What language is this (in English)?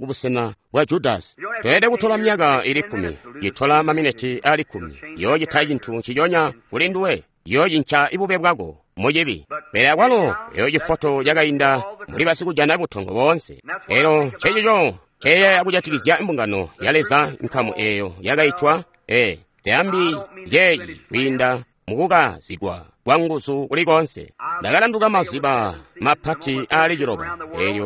Tonga (Zambia)